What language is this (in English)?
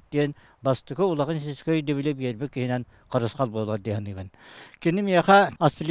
Yakut